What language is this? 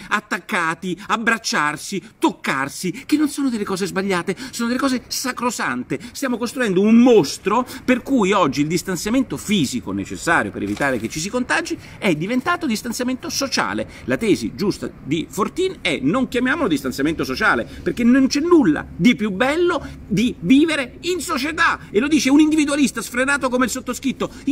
Italian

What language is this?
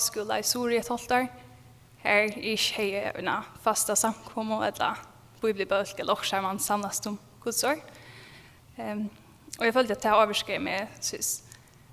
Faroese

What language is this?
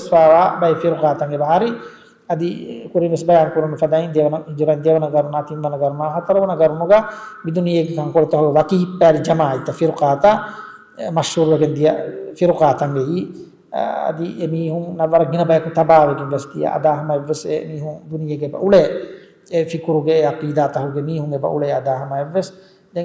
Divehi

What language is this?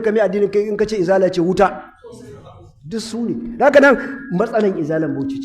Hausa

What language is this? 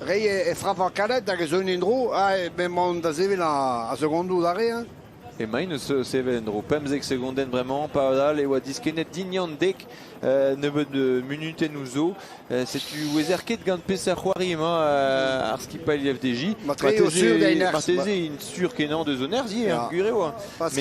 Breton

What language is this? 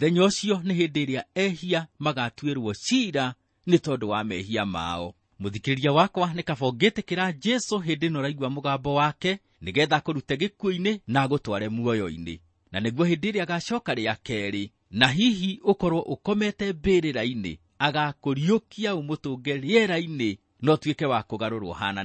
Kikuyu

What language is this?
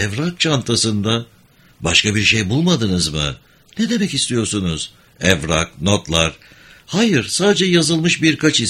Turkish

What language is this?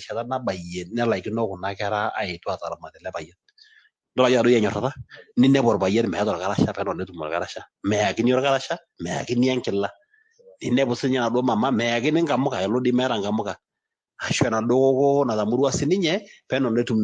Masai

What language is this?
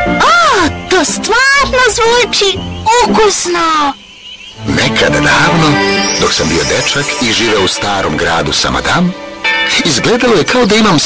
Serbian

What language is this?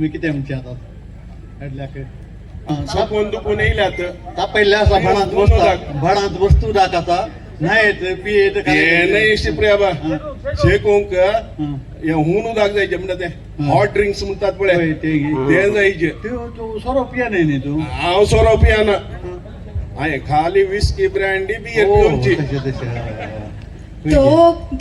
Konkani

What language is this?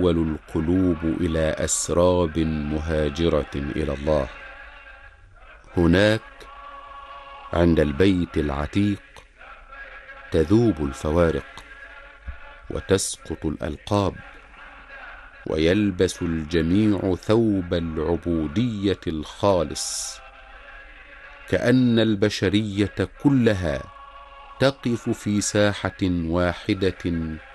Arabic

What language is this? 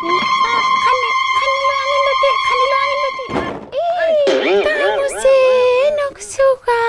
Inuktitut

